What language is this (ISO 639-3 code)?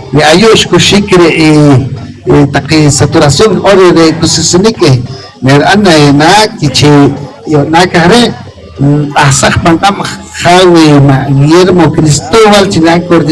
poh